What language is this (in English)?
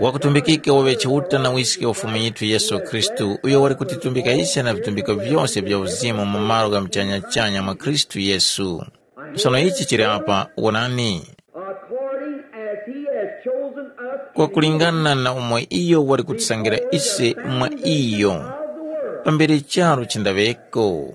Tumbuka